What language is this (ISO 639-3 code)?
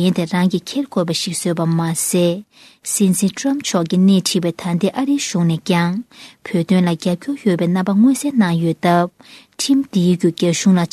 bod